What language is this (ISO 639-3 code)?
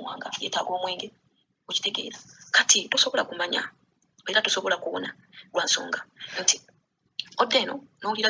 lug